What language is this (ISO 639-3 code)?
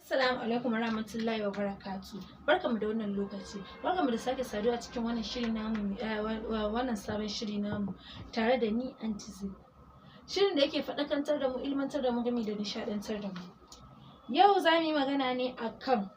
hau